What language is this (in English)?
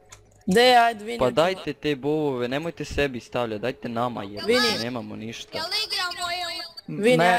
Croatian